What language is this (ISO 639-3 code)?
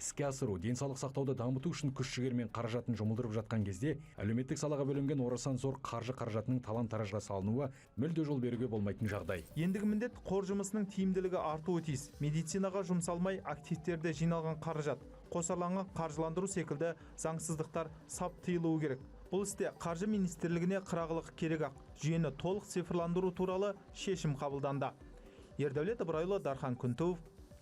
kaz